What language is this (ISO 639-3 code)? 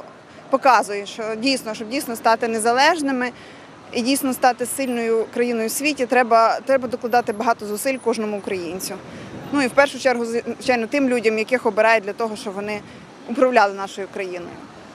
ukr